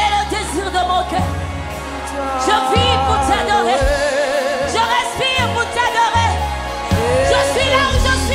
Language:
French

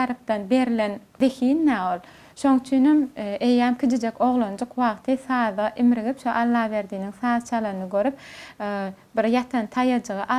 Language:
Turkmen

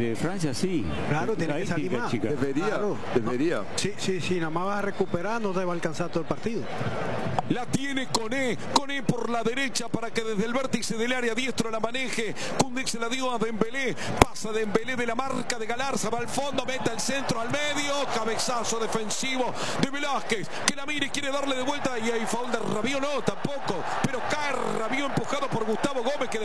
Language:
Spanish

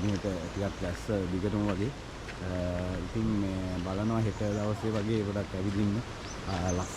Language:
Sinhala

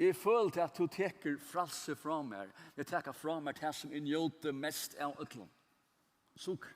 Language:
Faroese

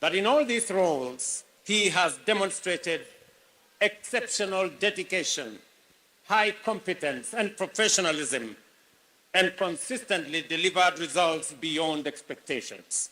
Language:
Kamba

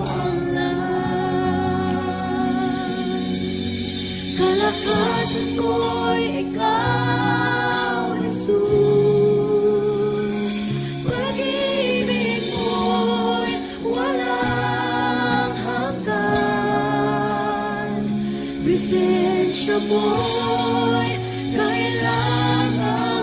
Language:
Filipino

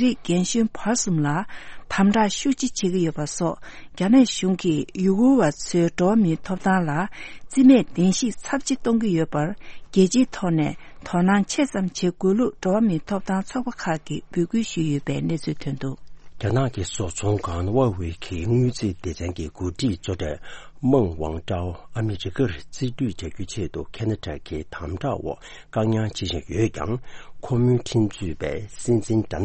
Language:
Tibetan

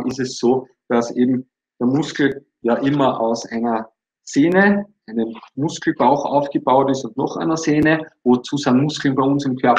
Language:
German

